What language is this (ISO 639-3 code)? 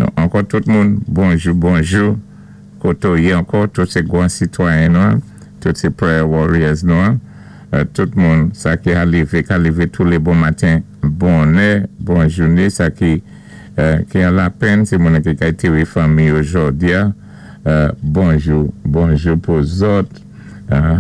acf